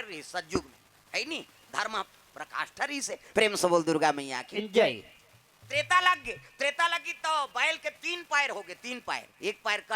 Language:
Chhattisgarhi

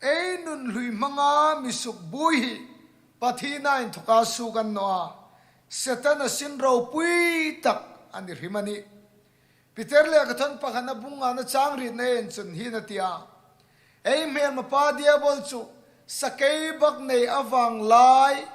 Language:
Hmar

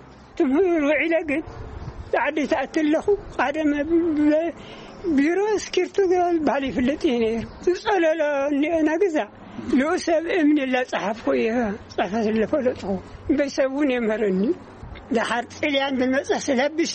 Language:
Tigrinya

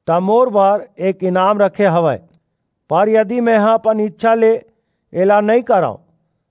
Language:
Chhattisgarhi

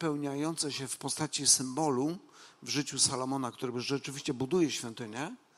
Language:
Polish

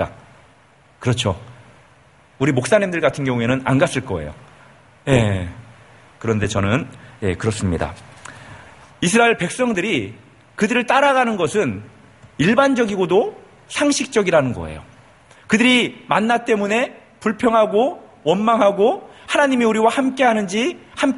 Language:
Korean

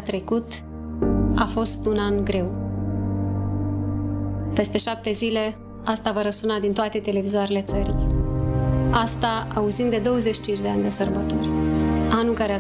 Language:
Romanian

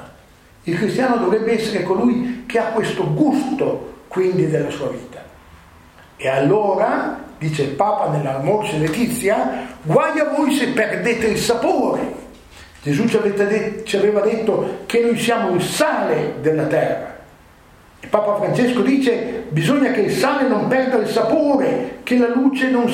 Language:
Italian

